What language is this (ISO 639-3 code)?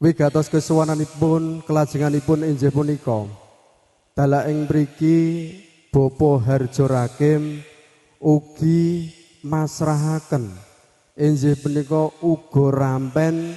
jav